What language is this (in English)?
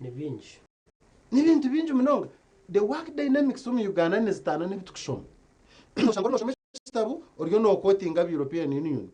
Nyankole